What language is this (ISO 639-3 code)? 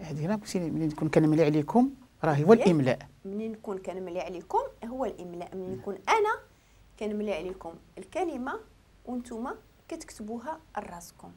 ary